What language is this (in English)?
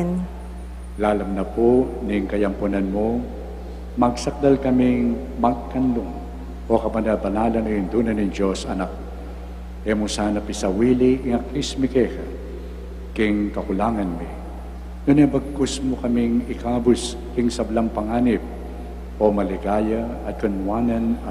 Pampanga